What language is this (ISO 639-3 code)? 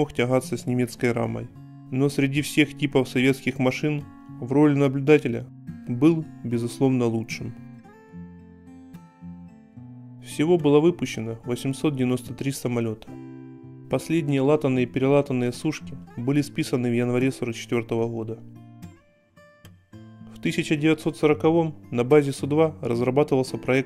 rus